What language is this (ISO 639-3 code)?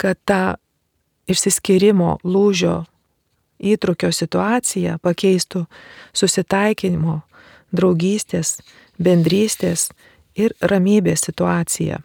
lit